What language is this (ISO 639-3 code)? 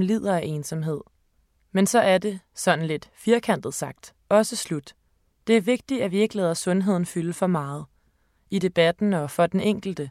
dan